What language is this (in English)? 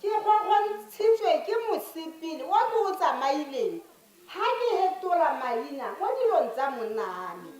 Tswana